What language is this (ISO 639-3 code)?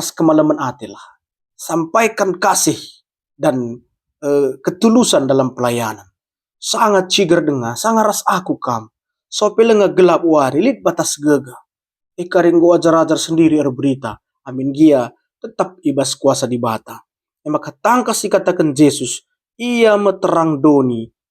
btx